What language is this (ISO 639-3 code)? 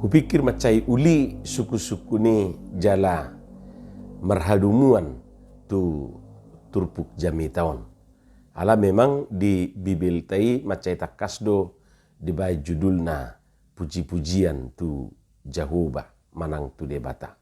bbc